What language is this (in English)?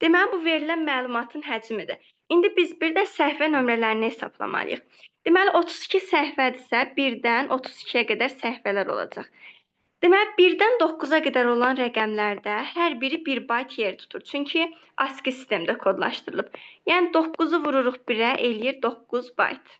Azerbaijani